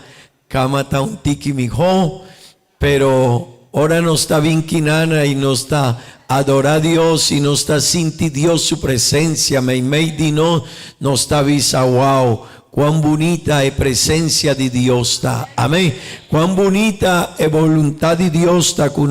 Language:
Papiamento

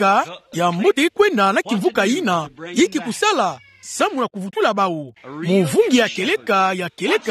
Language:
Kituba (Democratic Republic of Congo)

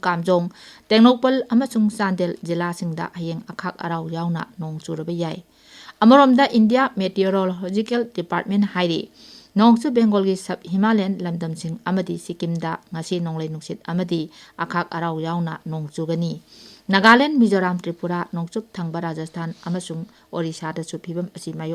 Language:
Manipuri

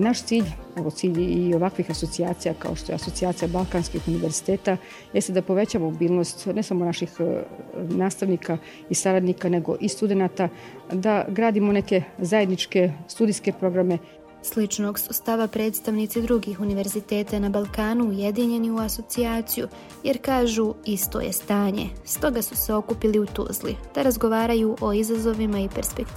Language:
Bosnian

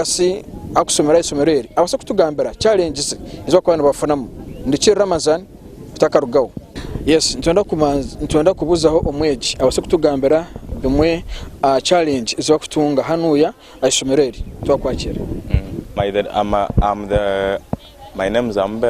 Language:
Nyankole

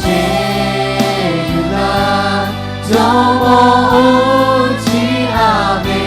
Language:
Lahu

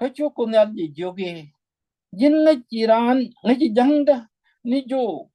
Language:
Nuer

